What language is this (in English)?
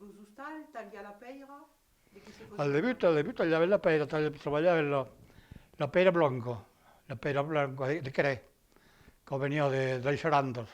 Occitan